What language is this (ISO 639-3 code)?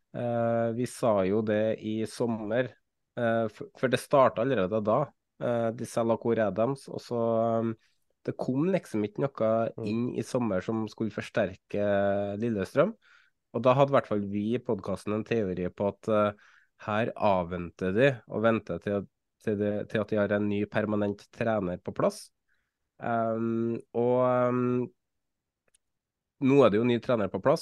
nor